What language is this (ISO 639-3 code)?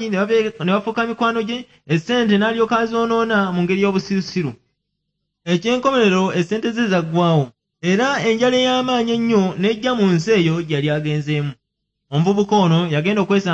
lug